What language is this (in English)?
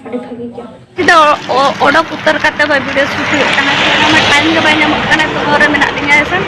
Santali